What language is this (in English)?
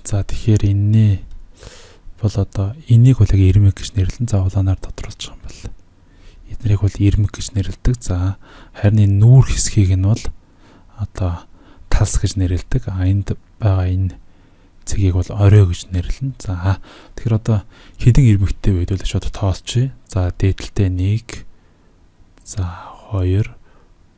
Mongolian